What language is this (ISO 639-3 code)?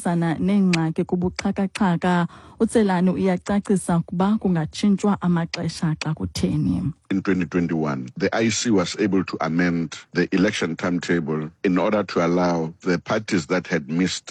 xho